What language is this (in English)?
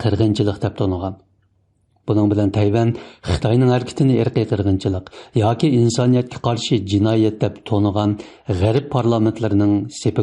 Uyghur